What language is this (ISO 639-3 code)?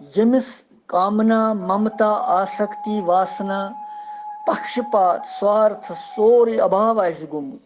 kas